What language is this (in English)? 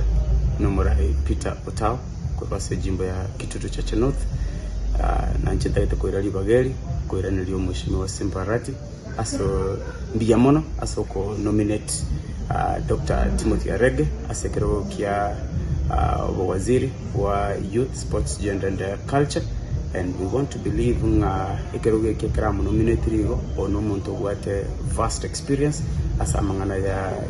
Gusii